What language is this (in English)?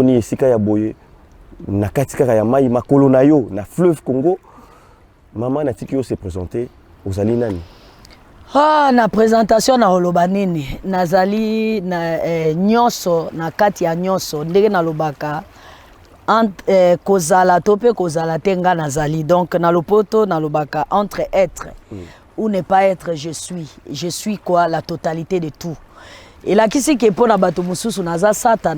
Lingala